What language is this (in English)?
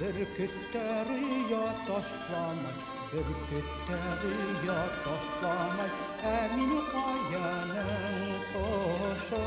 Bashkir